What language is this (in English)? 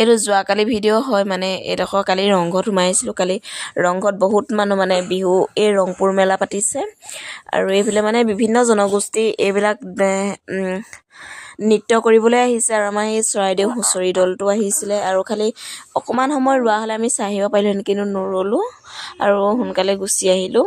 Assamese